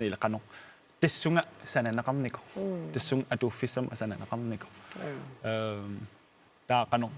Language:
Kalaallisut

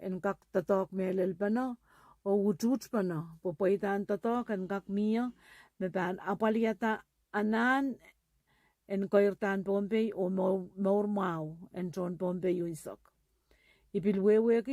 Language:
Pohnpeian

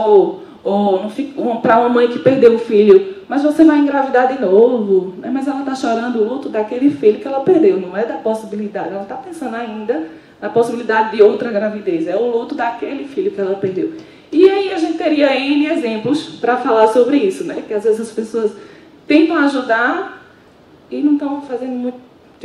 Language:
Portuguese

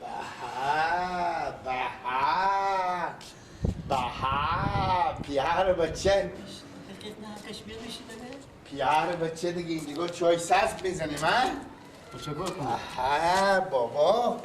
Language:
Persian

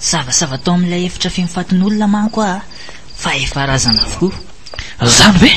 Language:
Malagasy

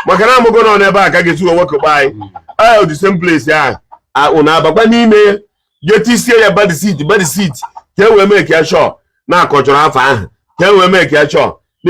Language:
Igbo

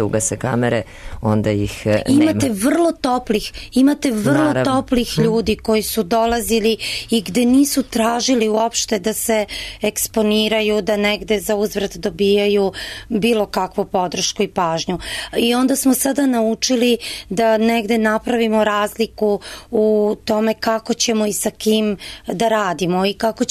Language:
Serbian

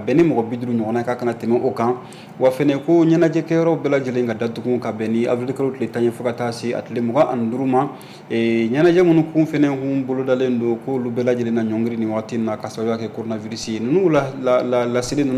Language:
Bambara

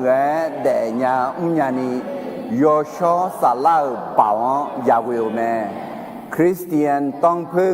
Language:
Akha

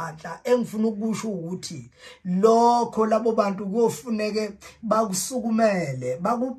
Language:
Zulu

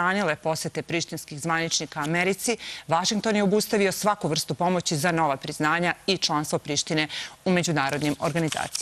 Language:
Serbian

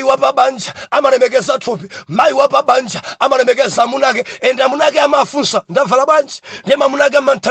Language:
Nyanja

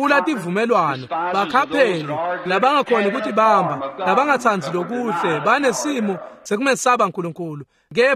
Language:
Swati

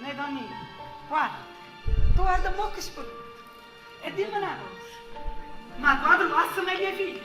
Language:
Neapolitan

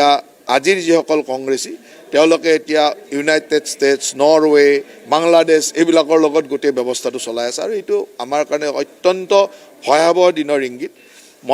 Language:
Assamese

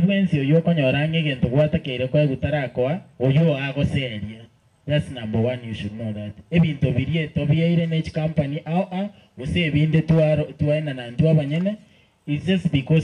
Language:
Gusii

